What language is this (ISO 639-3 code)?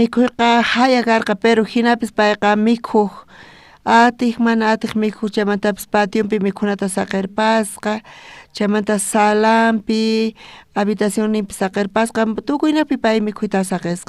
quh